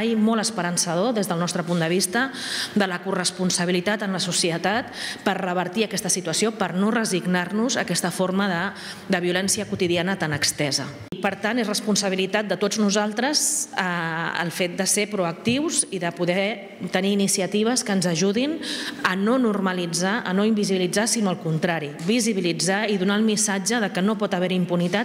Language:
Catalan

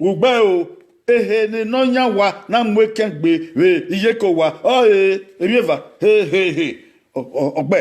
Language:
Bini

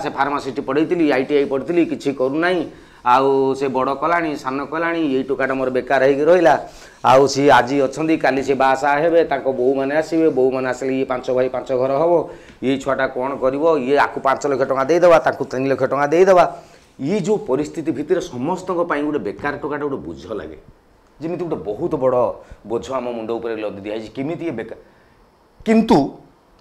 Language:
Odia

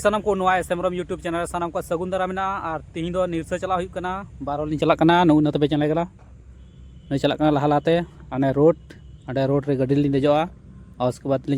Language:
Santali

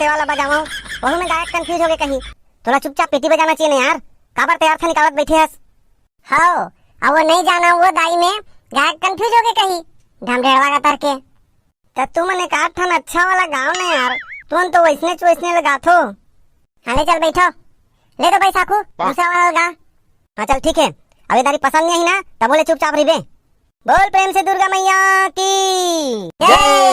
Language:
Chhattisgarhi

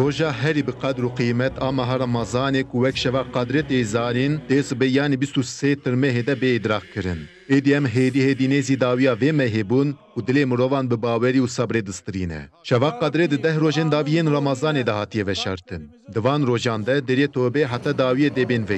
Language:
Kurdish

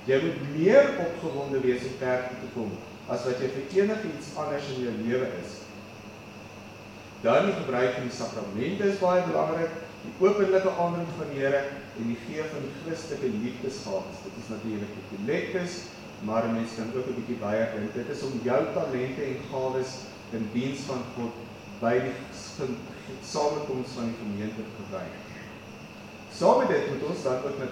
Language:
Afrikaans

